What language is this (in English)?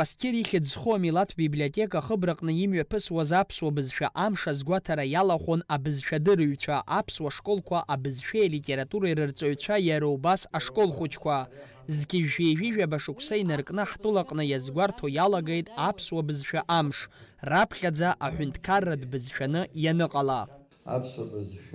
Abkhazian